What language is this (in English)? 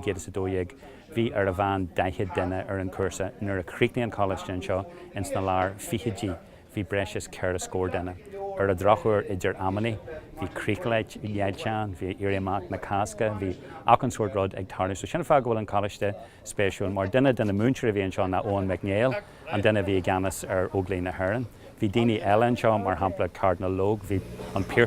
Irish